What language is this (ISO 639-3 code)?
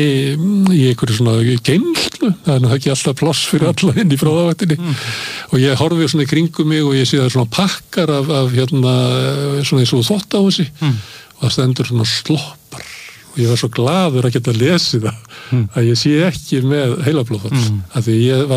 isl